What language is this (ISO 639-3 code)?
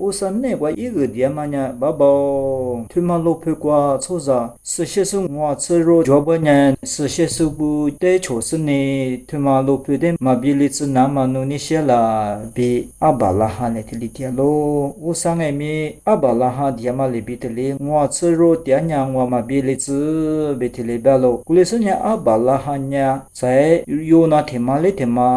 lis